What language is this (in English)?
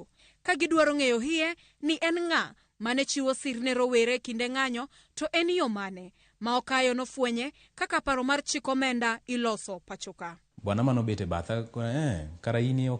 Luo (Kenya and Tanzania)